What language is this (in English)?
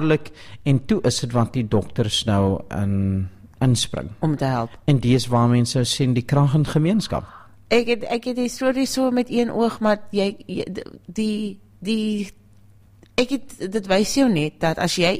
Afrikaans